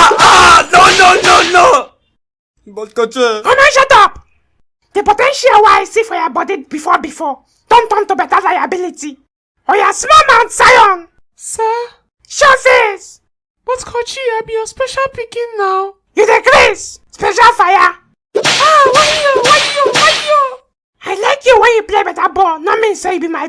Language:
Nigerian Pidgin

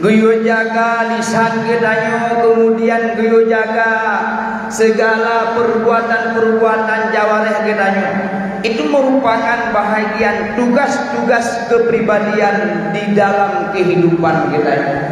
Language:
Achinese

